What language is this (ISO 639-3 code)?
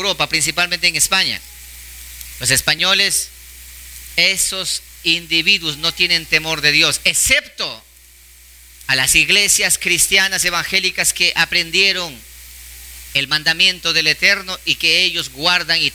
spa